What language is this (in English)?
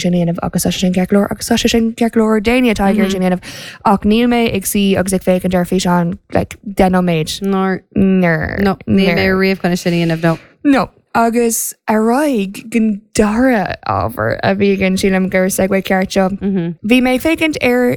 Irish